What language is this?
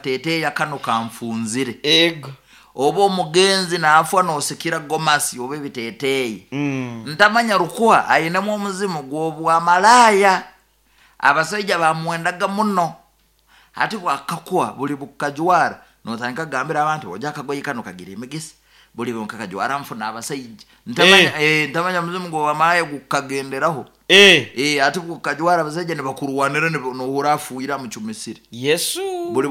Nyoro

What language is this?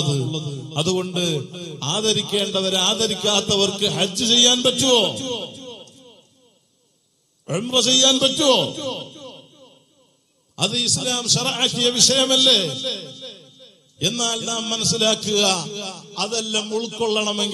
Malayalam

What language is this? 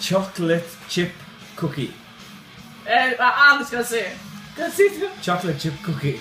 Faroese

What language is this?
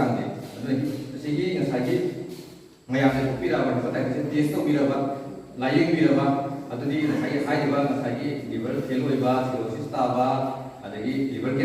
Manipuri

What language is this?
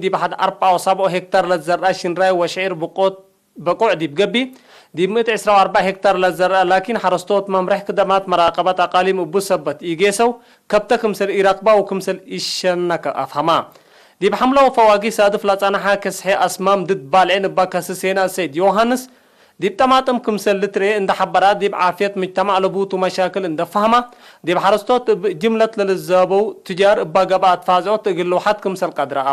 Tigre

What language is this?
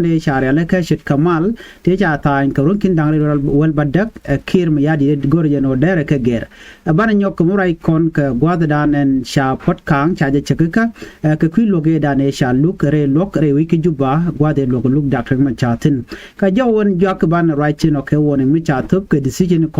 Nuer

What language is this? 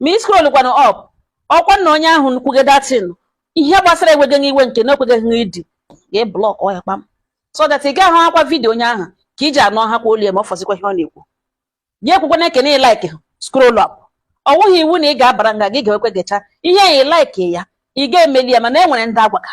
Igbo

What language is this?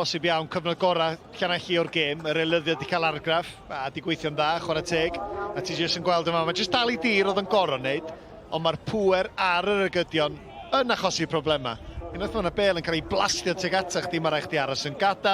Welsh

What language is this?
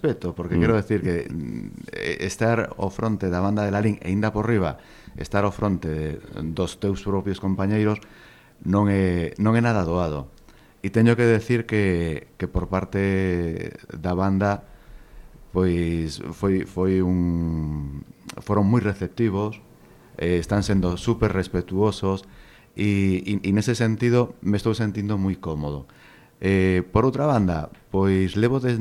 Galician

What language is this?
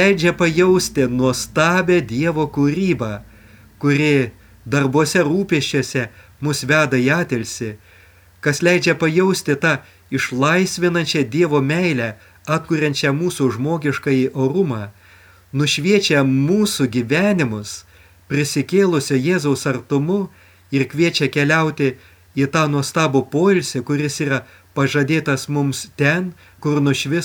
Lithuanian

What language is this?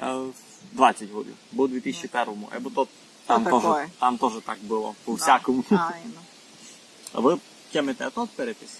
Rusyn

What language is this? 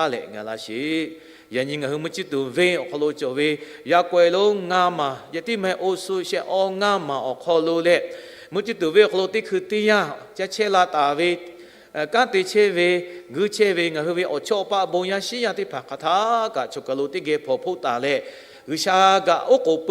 Lahu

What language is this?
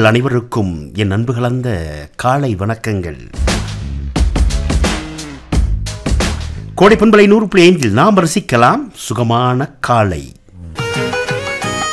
Tamil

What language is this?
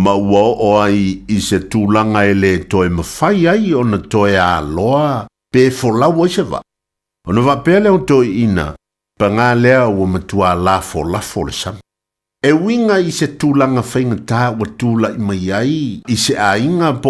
Samoan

